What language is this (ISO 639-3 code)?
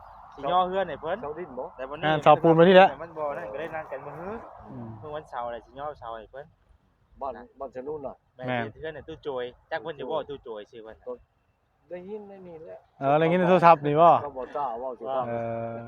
tts